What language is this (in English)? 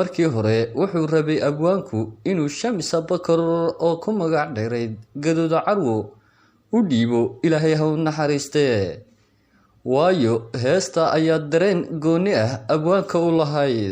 Somali